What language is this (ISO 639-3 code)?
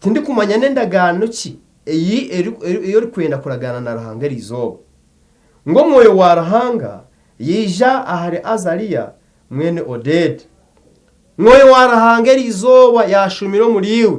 nyn